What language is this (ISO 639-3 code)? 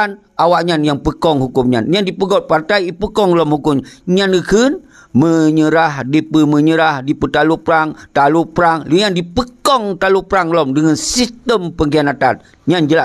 ace